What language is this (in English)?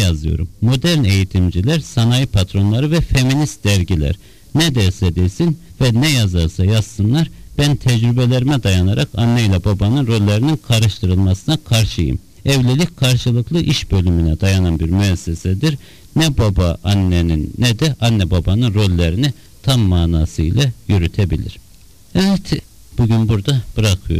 Turkish